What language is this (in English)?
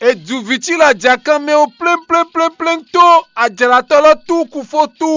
Fon